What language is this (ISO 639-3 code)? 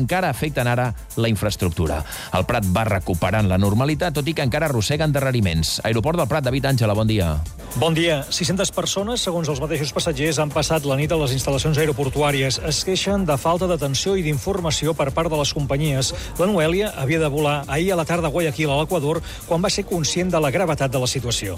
cat